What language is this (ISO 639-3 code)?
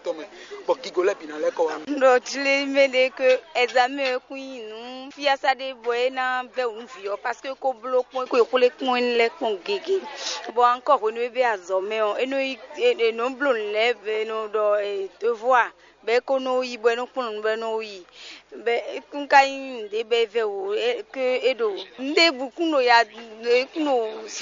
fon